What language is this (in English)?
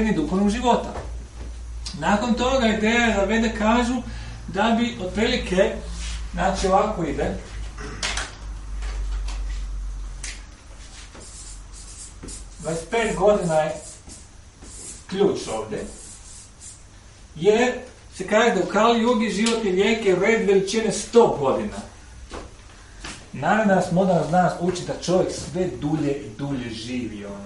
Croatian